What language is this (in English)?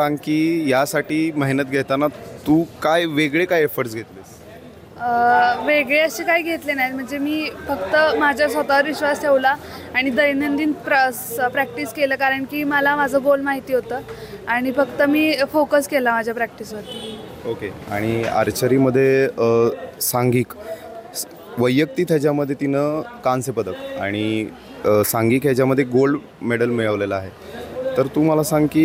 Marathi